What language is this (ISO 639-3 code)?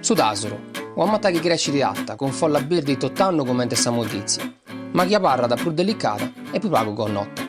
srd